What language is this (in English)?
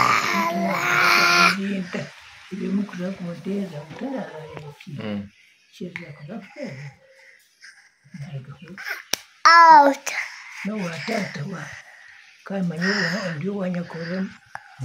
Kinyarwanda